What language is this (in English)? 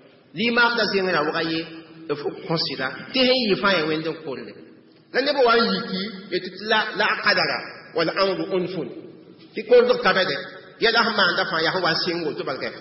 Mossi